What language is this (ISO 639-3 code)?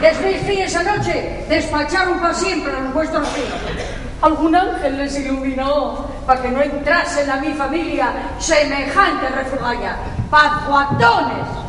ast